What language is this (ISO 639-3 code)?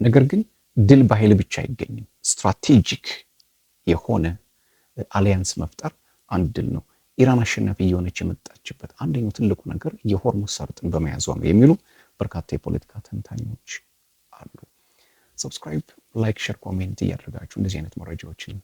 amh